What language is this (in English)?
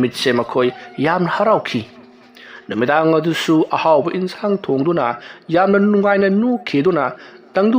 Manipuri